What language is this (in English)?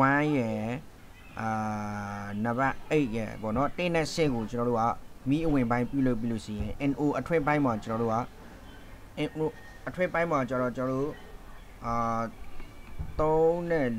Burmese